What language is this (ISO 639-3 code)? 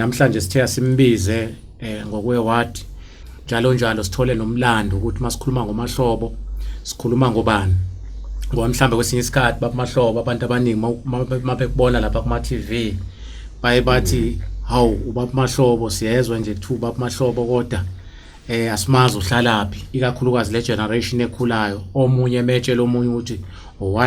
zul